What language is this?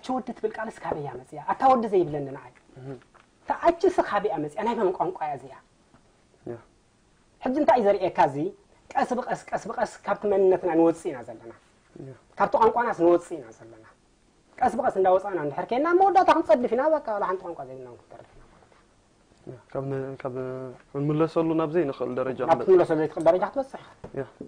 Tigrinya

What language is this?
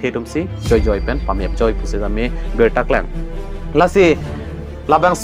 Karbi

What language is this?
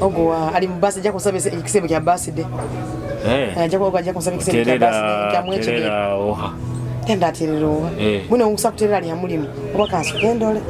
Nyoro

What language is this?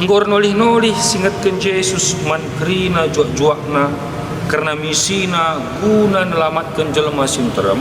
Batak Karo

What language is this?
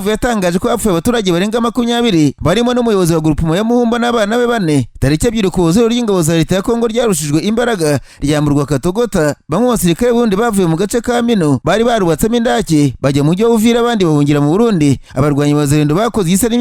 Kinyarwanda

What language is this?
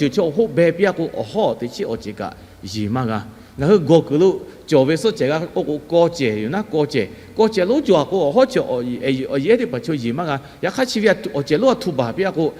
Lahu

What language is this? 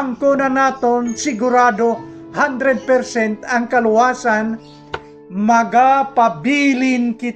Hiligaynon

